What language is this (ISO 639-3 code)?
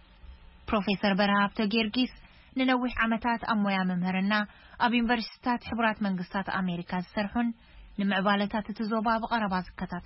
tir